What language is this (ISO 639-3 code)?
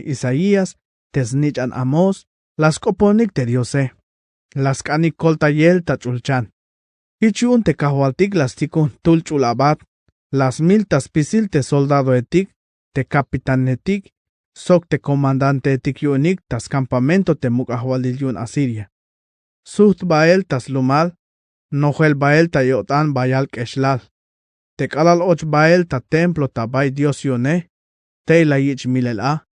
tzh